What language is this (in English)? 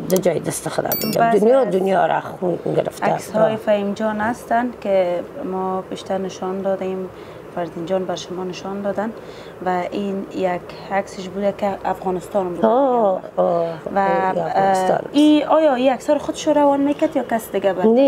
Persian